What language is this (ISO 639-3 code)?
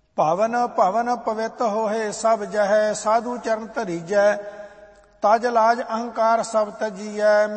pan